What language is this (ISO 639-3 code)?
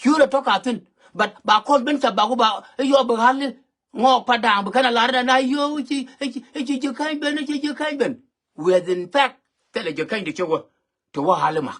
nus